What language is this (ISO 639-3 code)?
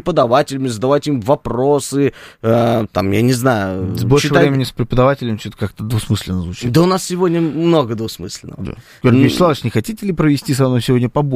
rus